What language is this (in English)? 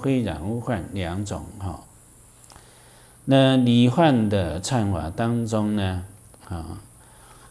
Chinese